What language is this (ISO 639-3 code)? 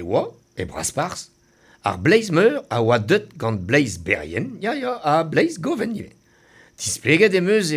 bre